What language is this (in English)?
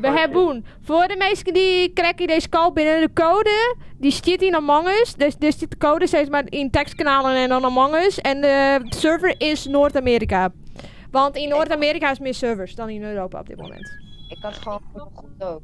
Western Frisian